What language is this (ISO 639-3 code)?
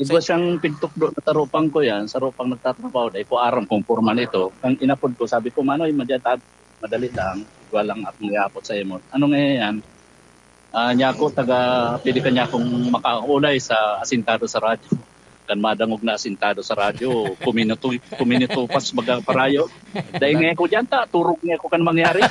bik